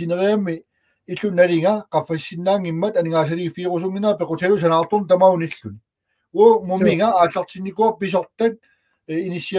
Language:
Kalaallisut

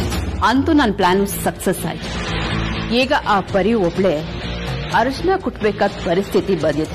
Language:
Kannada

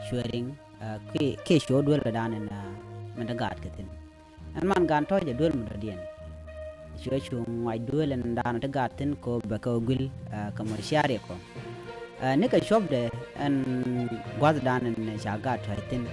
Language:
Nuer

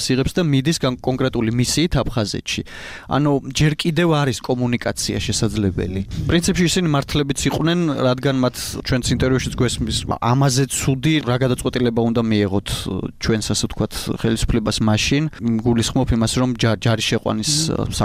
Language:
Georgian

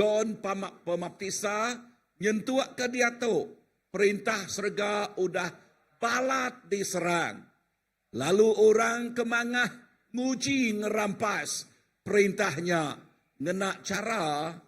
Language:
Iban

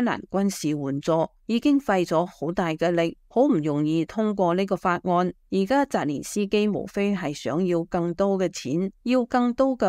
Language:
Cantonese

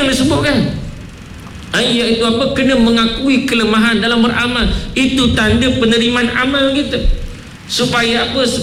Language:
Malay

